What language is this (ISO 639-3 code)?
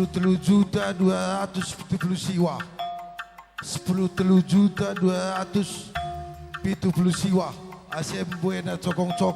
btx